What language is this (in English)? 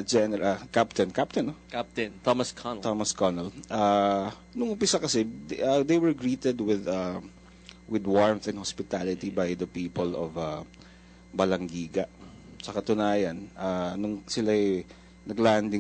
Filipino